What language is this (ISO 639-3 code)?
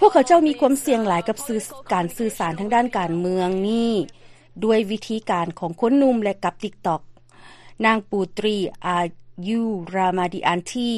lao